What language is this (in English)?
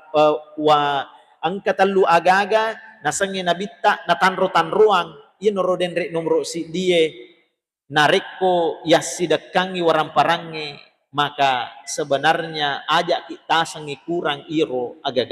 Buginese